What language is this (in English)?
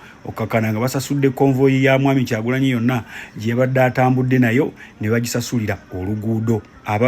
Ganda